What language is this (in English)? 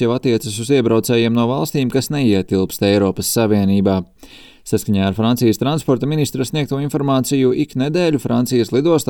Latvian